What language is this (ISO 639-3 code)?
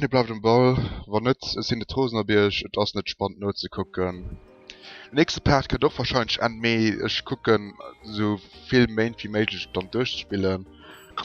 ltz